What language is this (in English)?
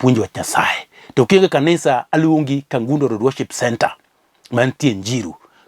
Luo (Kenya and Tanzania)